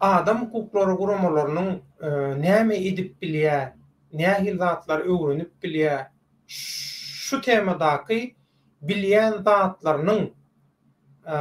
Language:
Turkmen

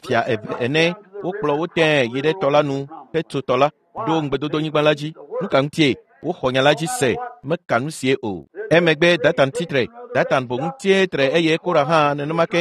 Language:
Ewe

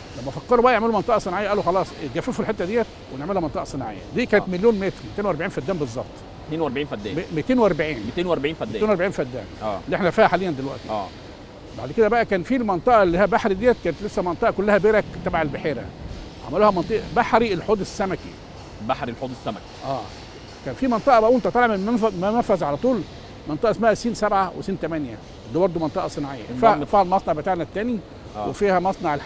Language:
Egyptian Arabic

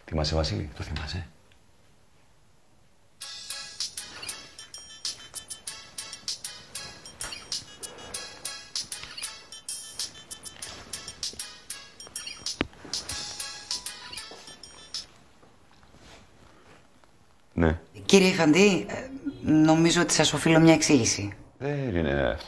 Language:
Greek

